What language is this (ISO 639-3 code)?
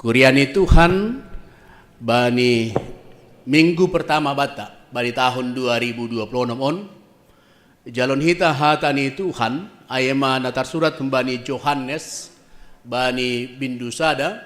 bts